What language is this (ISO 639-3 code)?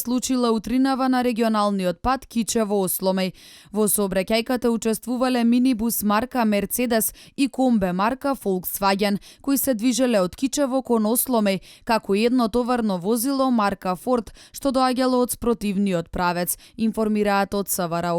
mkd